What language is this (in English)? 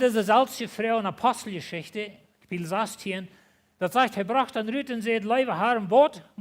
Plautdietsch